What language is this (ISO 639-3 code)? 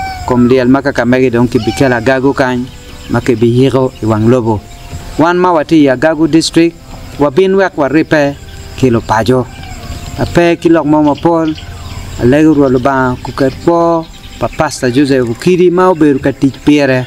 ach